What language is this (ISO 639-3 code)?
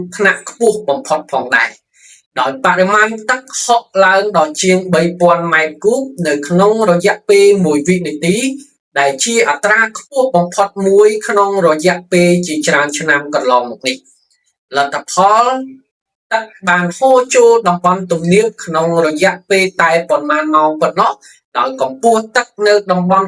khm